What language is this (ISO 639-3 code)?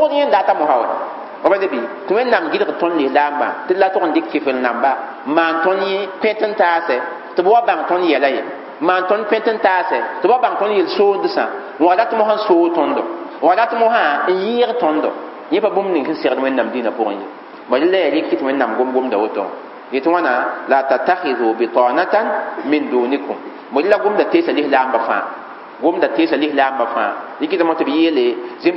mos